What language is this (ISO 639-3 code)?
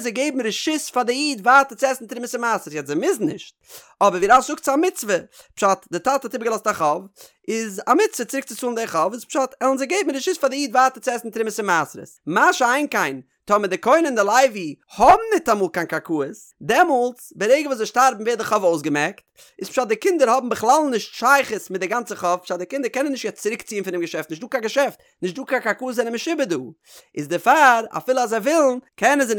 yid